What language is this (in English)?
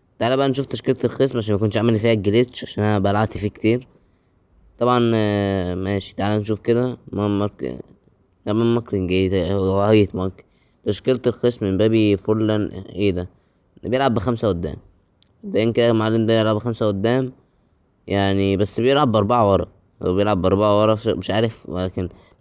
Egyptian Arabic